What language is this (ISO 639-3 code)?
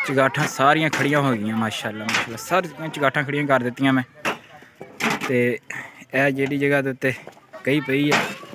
pan